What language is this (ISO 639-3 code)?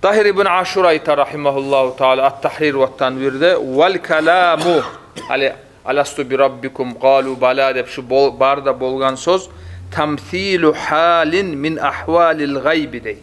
kum